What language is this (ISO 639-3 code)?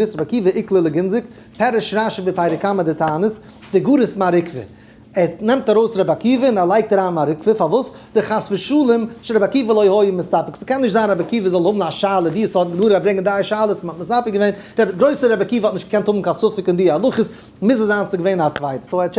yid